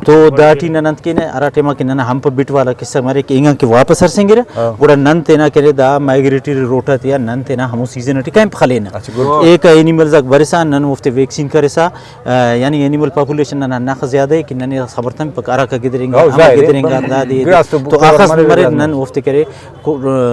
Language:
Brahui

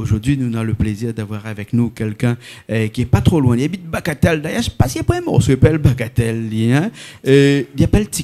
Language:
Réunion Creole French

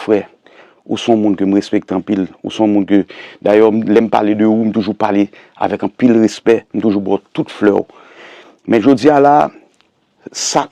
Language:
Haitian Creole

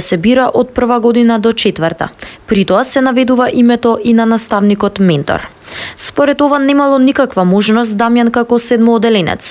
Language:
Macedonian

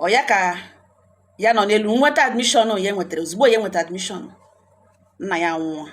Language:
Igbo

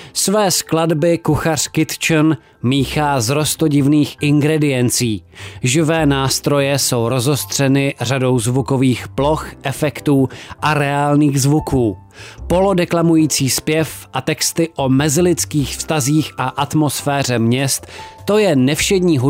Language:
Czech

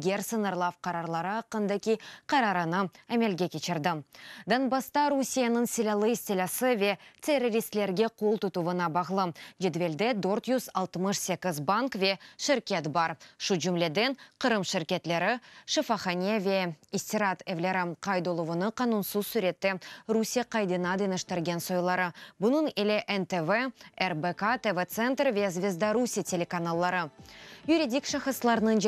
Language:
Crimean Tatar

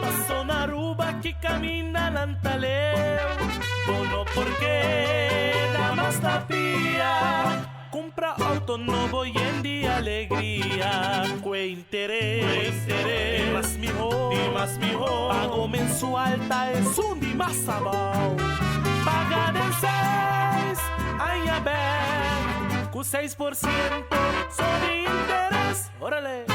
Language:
Papiamento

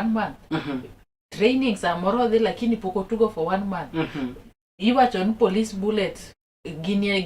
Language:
Luo (Kenya and Tanzania)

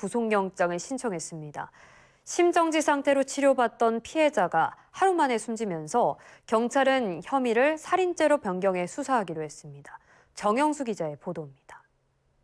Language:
Korean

